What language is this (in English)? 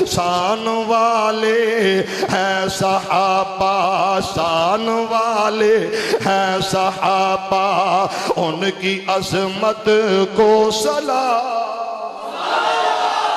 Western Panjabi